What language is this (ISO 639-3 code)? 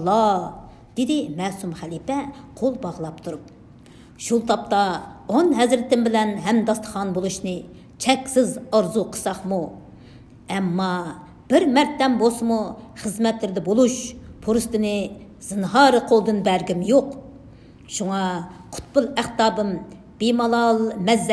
uig